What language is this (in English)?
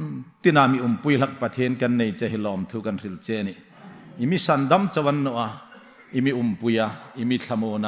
Hmar